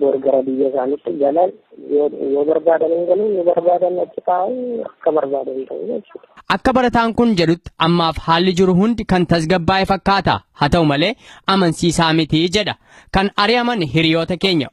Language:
Oromo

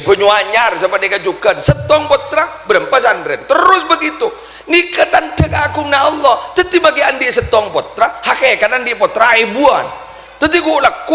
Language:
Madurese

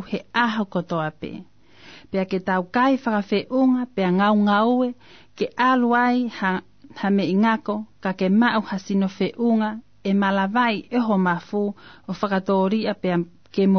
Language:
Tongan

